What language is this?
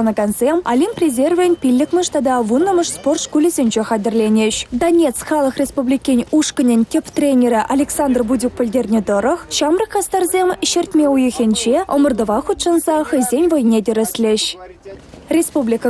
Chuvash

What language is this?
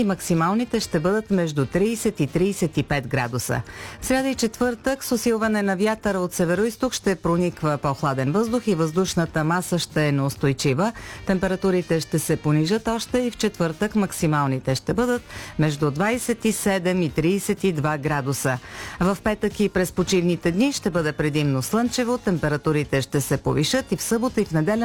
Bulgarian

